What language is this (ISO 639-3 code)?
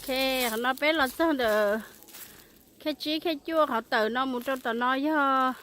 hmn